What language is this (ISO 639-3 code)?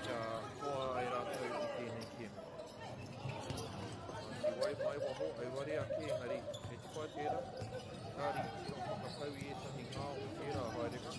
mri